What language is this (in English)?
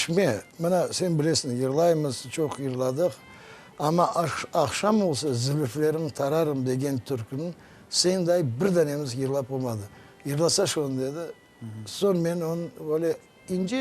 Crimean Tatar